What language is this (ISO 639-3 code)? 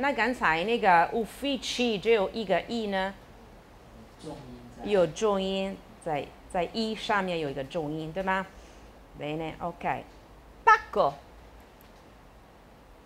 zho